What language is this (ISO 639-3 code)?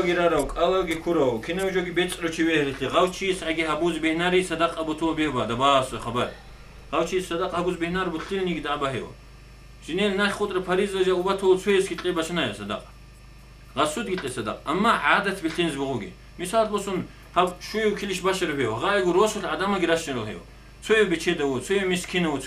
ava